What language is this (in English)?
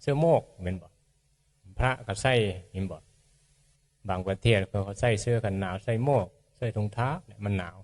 Northeastern Thai